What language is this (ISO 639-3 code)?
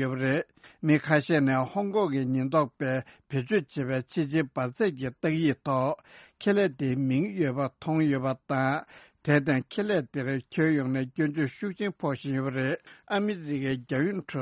bod